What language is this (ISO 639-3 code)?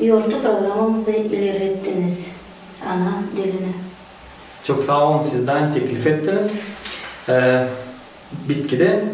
gag